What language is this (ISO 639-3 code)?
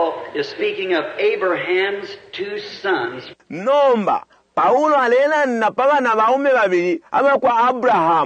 bem